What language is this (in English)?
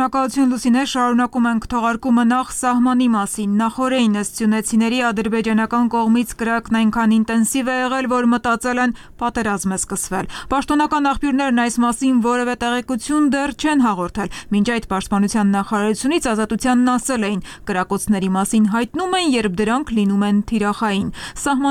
Armenian